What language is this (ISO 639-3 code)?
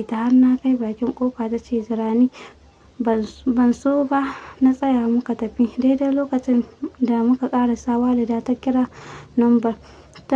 hau